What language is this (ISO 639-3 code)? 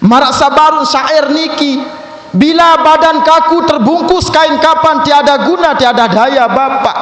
sas